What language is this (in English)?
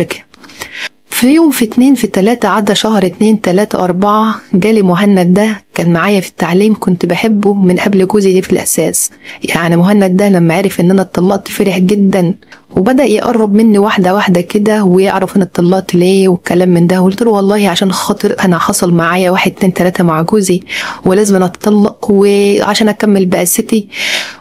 Egyptian Arabic